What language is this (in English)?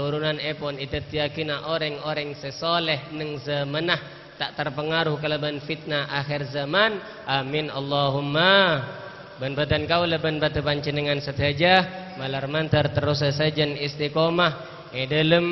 Madurese